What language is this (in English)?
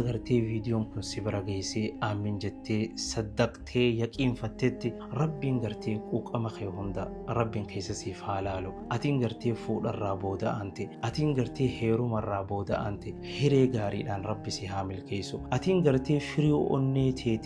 Oromo